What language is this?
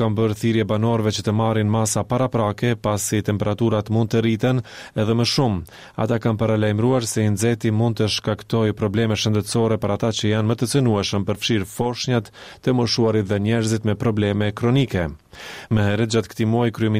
Albanian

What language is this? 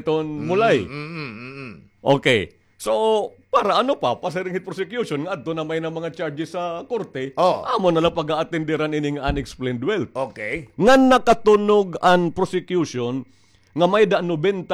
Waray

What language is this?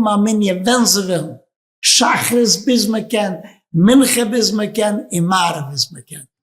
Yiddish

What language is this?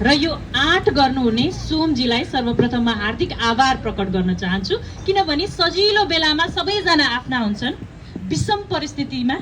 Nepali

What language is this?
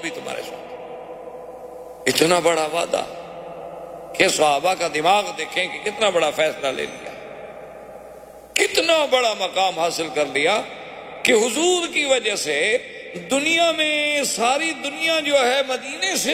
Urdu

